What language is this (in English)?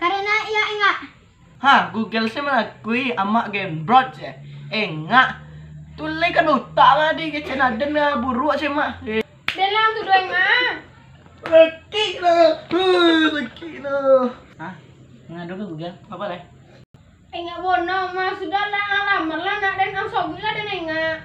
Minangkabau